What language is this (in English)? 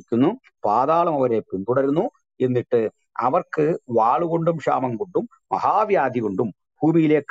Malayalam